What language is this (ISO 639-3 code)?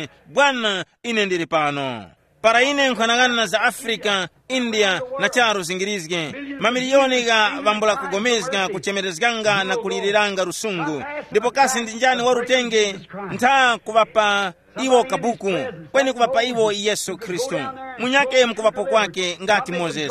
tum